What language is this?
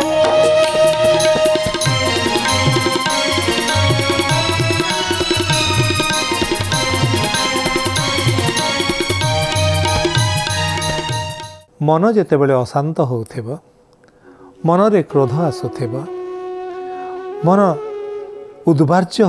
Odia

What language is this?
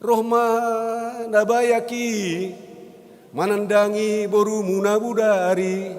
Batak Simalungun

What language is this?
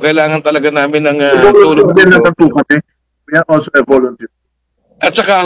Filipino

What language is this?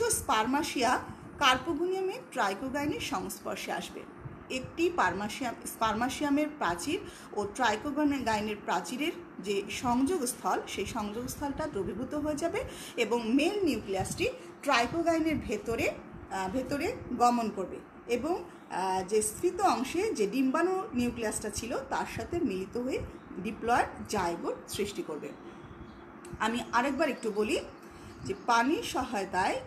Bangla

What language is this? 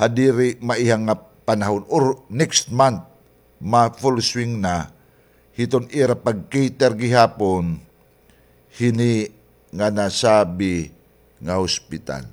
Waray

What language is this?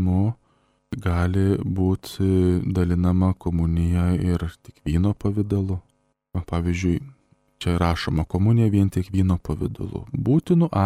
Lithuanian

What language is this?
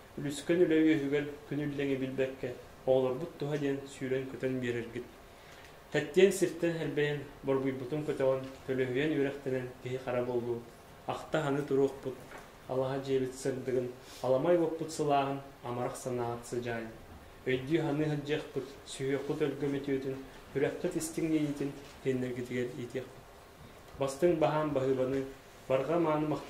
Yakut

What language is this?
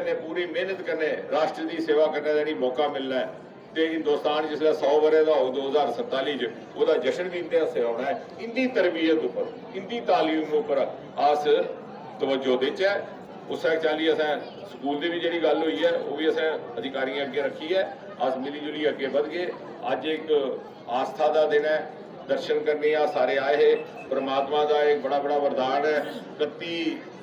Dogri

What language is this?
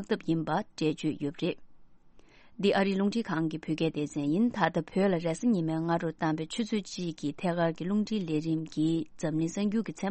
Tibetan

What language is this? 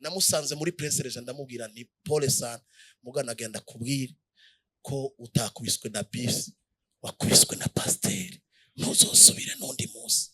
Rundi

